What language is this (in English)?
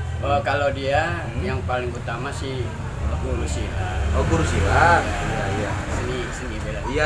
Betawi